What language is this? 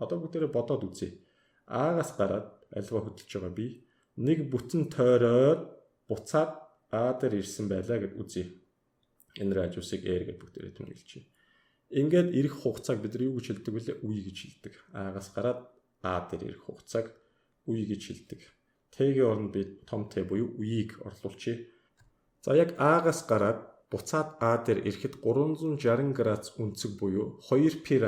Mongolian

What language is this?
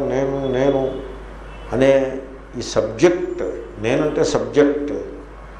Telugu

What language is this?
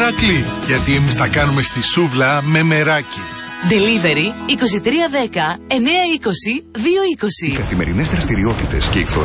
Greek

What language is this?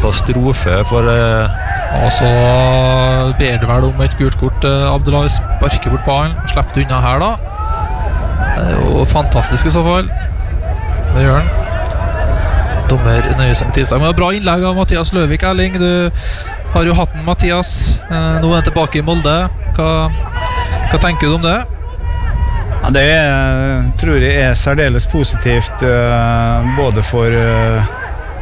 Norwegian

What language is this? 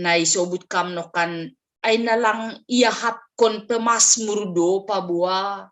Batak Simalungun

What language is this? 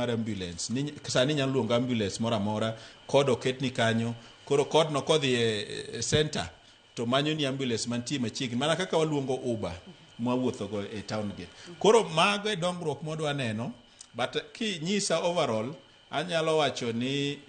Luo (Kenya and Tanzania)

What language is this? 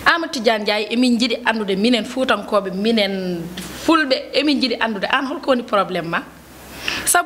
Fula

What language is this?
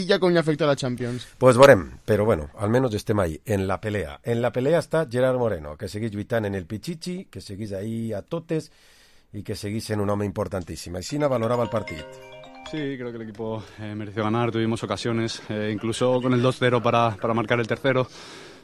Catalan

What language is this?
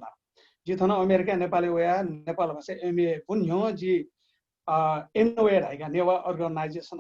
Newari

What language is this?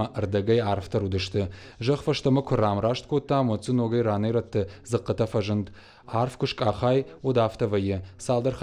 Ossetic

